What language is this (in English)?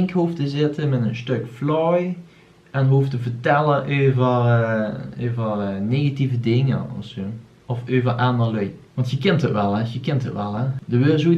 Limburgish